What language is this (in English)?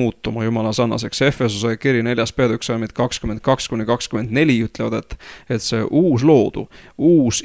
Estonian